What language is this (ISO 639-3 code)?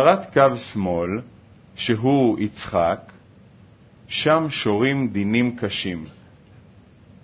heb